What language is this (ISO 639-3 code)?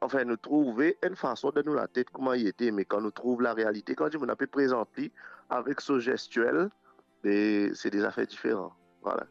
mfe